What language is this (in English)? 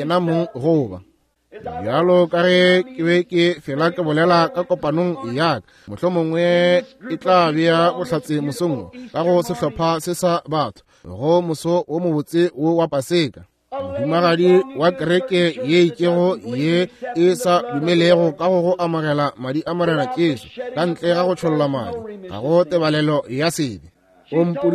Northern Sotho